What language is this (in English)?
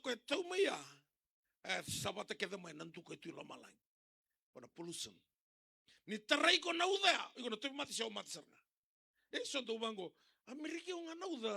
Fijian